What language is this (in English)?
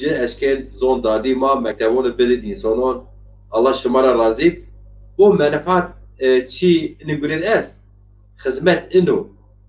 Zaza